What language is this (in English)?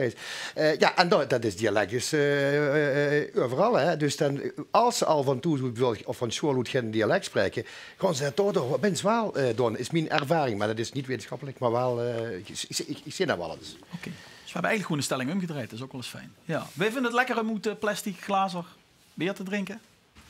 Limburgish